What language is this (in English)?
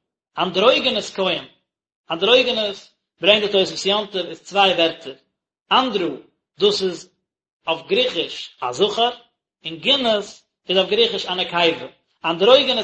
Yiddish